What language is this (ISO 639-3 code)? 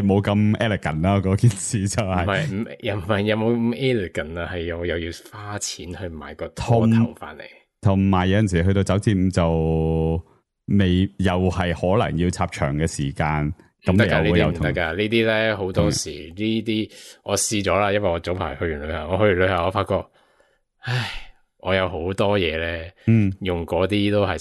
yue